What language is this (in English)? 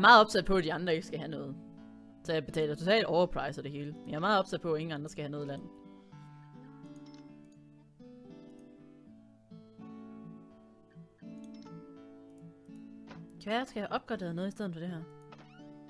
Danish